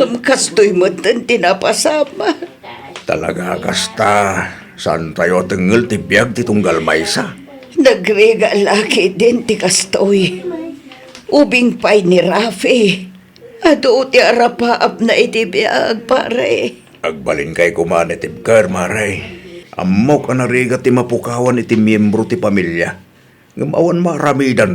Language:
Iloko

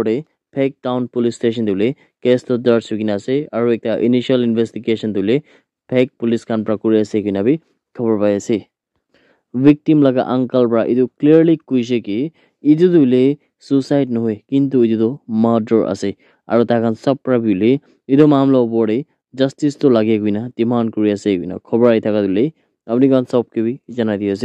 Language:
Naga Pidgin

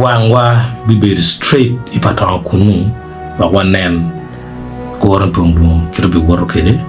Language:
Acoli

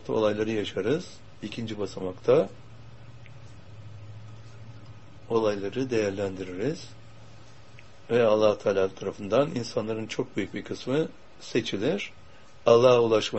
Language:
Turkish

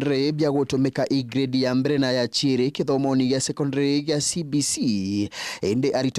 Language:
Meru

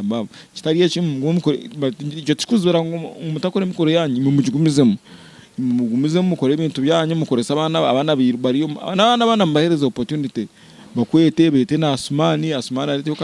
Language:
Nyankole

